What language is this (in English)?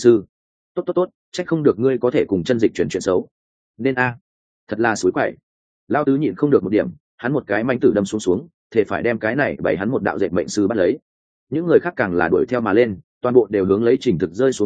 Vietnamese